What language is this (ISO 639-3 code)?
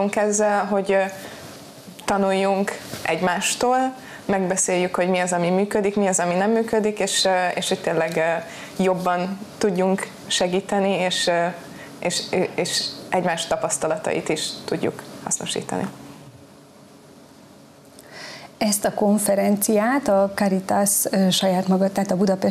hun